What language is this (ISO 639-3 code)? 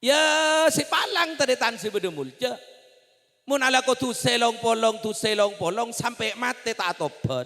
mad